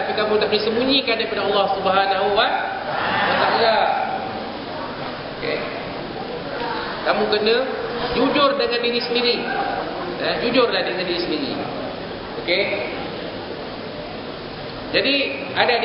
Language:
Malay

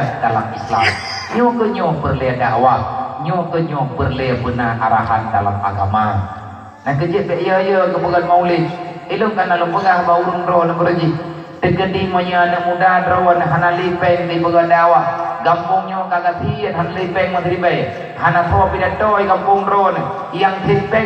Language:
Achinese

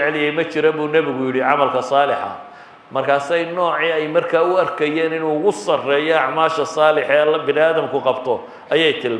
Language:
Somali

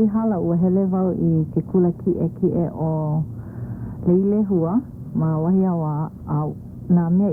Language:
Hawaiian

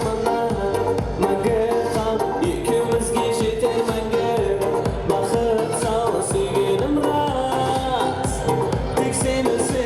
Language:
Kara-Kalpak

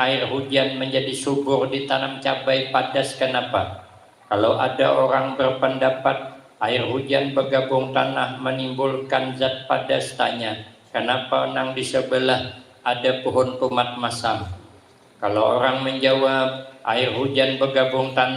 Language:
Banjar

